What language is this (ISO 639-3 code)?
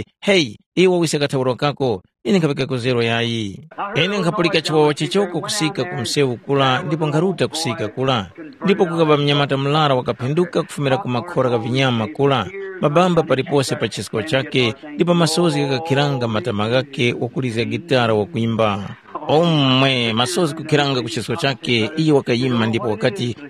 tum